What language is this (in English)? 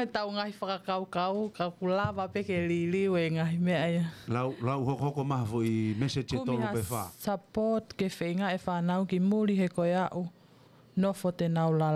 Tongan